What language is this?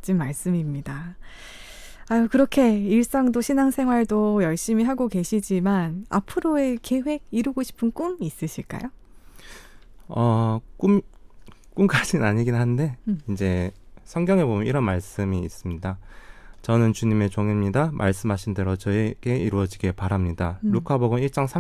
Korean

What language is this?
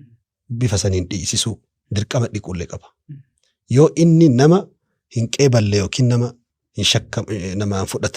Oromo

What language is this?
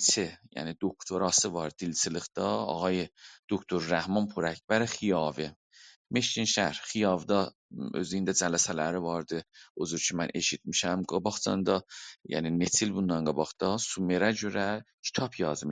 South Azerbaijani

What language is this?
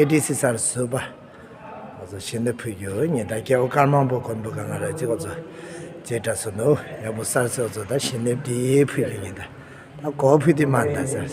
Tibetan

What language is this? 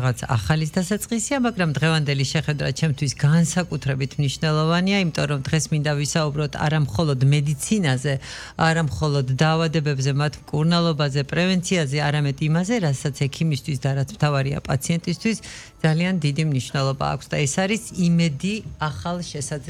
Georgian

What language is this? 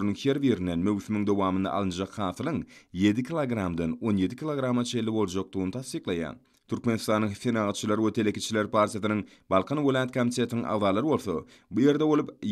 Turkmen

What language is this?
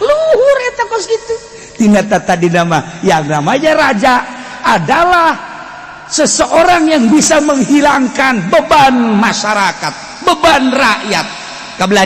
Sundanese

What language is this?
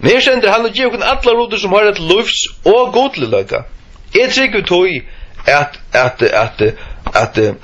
Faroese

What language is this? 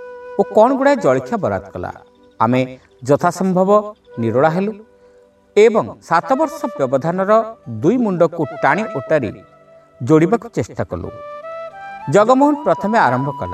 Odia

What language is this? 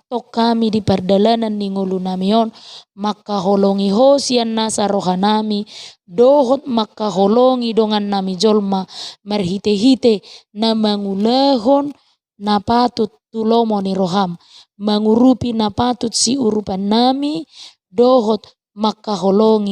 Batak Toba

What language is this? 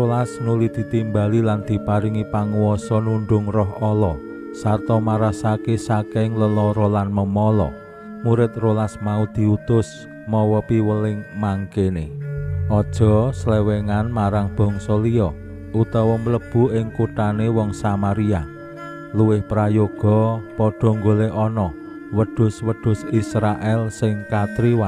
Javanese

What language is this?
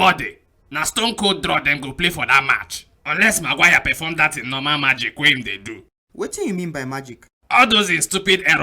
Nigerian Pidgin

